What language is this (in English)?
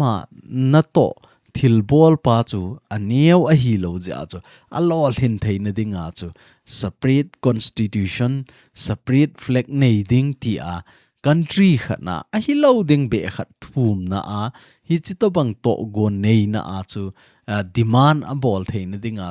Thado Chin